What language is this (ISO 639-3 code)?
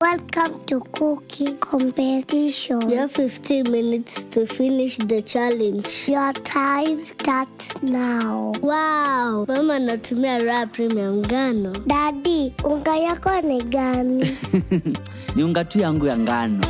mer